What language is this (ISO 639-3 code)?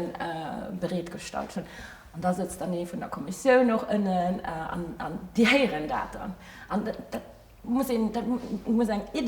ltz